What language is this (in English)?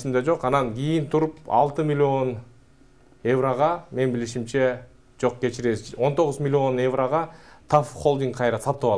Kyrgyz